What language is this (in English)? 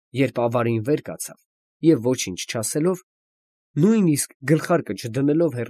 Armenian